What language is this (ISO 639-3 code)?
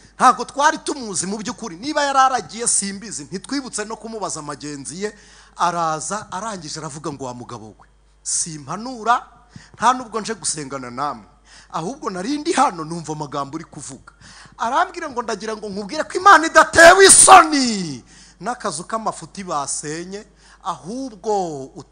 kin